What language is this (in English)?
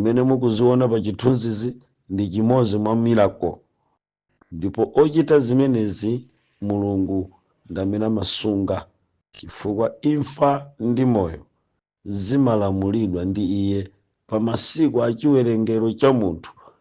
Nyanja